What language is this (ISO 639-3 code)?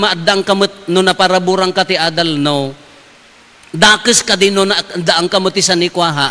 ilo